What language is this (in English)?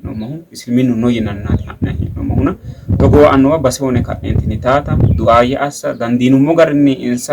Sidamo